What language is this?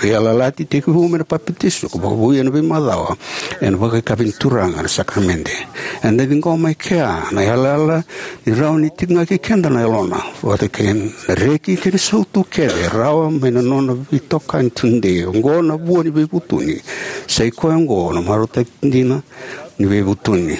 Fijian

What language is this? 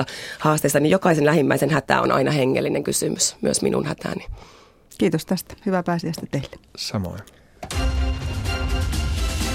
Finnish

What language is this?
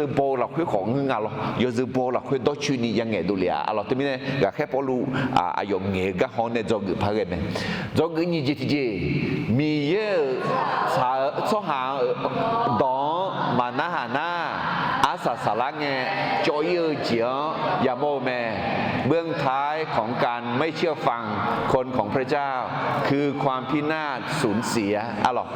Akha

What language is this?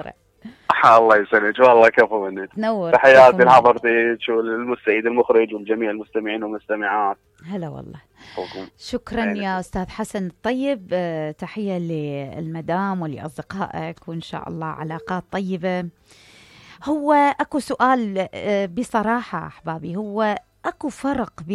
Mesopotamian Arabic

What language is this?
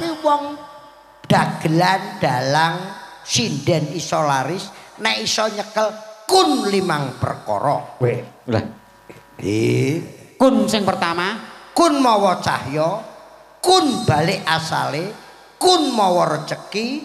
Javanese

